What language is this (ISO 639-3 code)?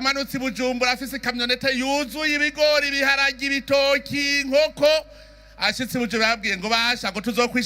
run